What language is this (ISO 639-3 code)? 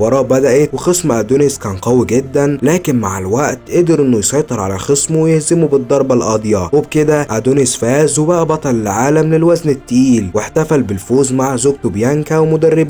arz